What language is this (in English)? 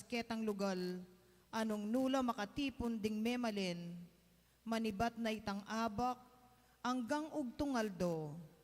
Pampanga